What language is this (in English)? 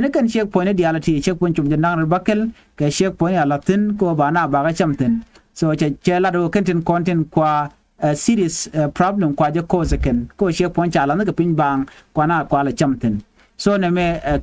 Nuer